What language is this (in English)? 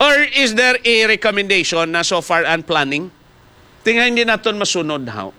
Hiligaynon